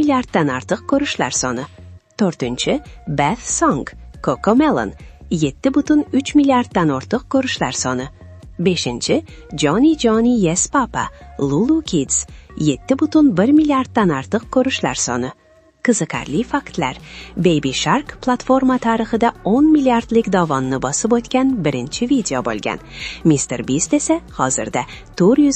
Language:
Uzbek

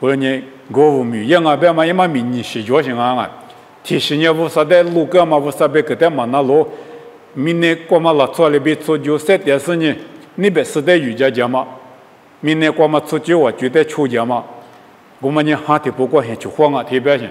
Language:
Lisu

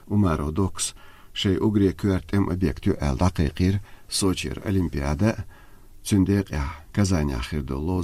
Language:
Chechen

